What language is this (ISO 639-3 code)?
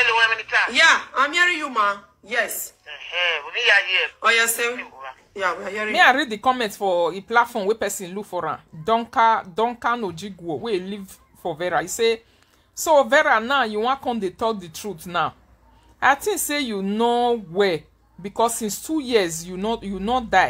pcm